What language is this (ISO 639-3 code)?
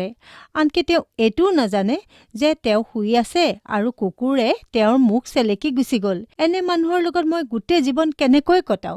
asm